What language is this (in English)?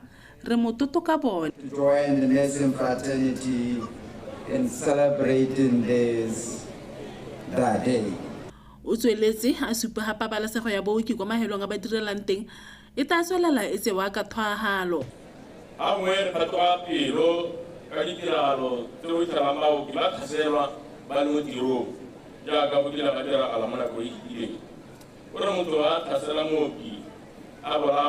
Tswana